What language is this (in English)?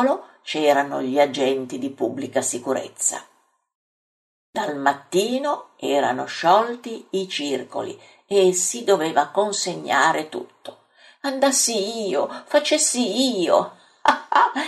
Italian